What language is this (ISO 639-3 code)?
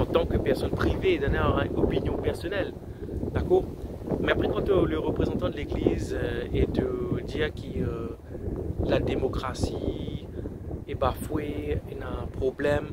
mfe